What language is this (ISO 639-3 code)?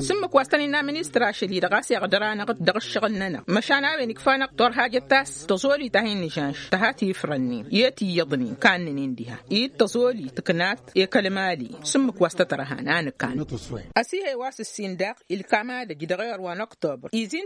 taq